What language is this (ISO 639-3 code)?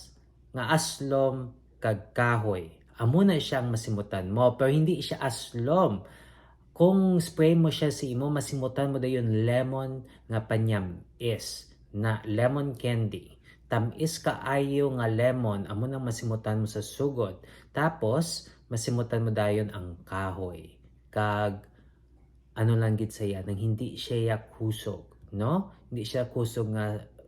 hil